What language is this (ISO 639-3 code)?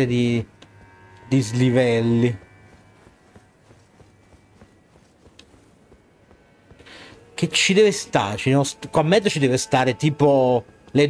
ita